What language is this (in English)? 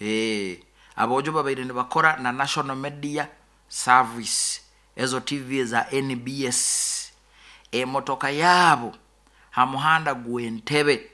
Nyoro